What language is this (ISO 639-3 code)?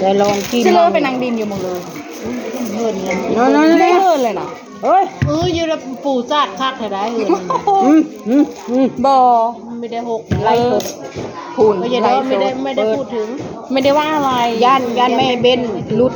tts